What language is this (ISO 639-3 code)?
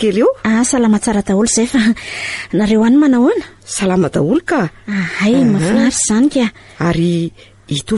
mlg